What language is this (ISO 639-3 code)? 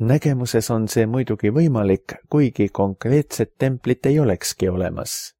est